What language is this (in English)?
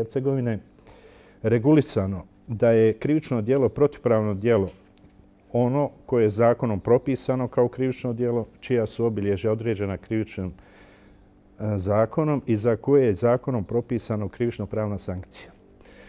Bosnian